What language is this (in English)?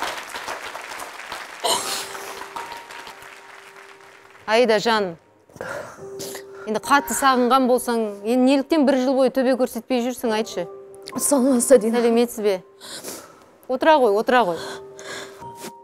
Kazakh